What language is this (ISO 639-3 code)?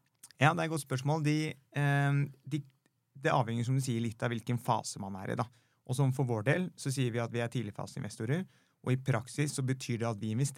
nor